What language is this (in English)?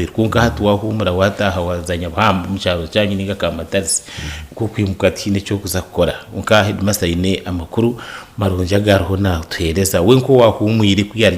Nyankole